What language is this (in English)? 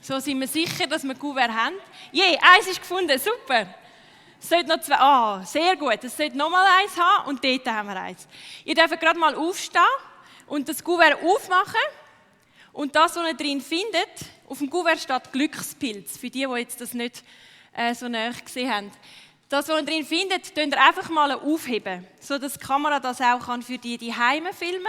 Swiss German